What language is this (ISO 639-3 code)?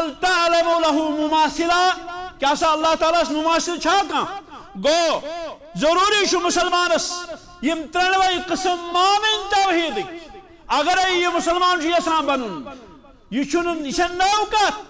kas